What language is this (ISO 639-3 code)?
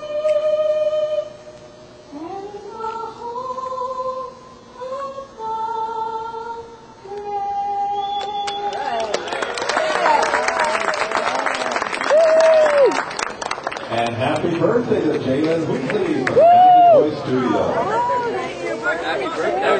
eng